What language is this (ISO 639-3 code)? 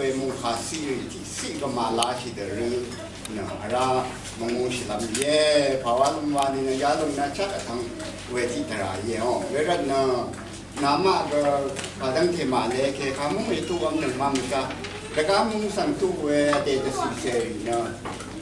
raw